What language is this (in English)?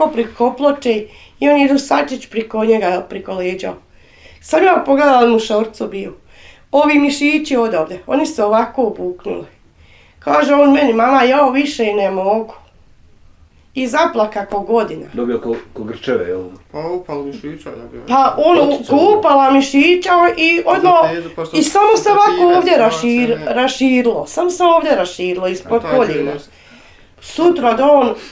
Bosnian